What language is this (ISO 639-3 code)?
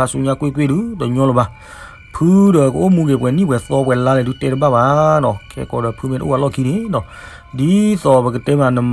ksw